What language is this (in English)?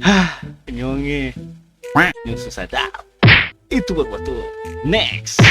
Ambonese Malay